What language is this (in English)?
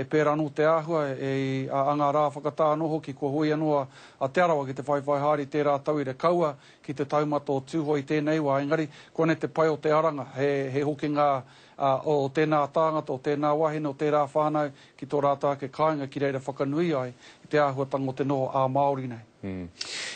Māori